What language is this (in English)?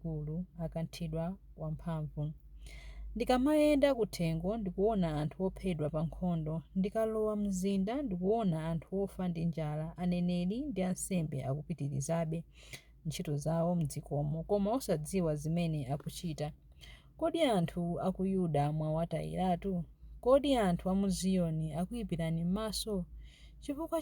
Nyanja